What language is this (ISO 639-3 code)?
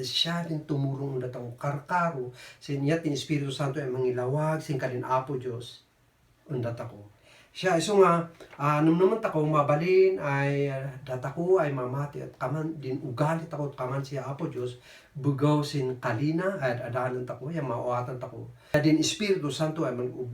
kne